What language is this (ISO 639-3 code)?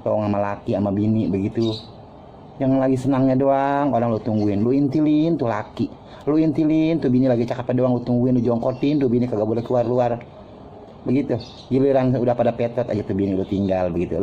bew